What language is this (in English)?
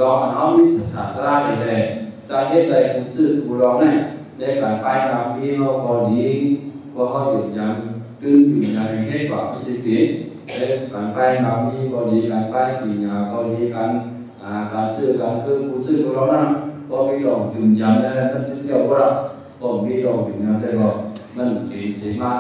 Shan